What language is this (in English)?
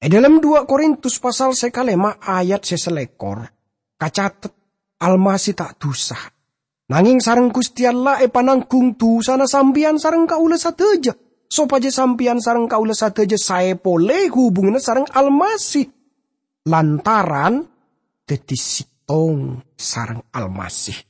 Madurese